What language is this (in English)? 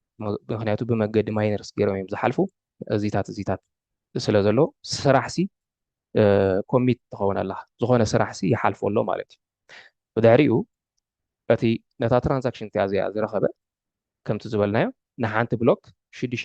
Tigrinya